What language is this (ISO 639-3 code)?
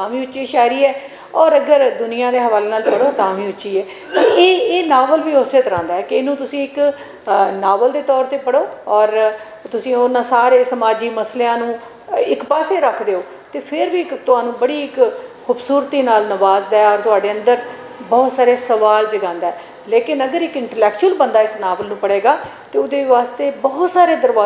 lah